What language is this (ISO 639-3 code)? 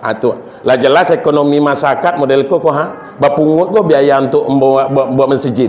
min